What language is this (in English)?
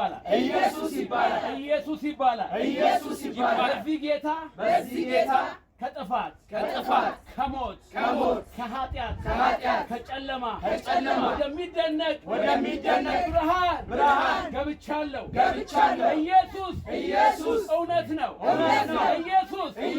Amharic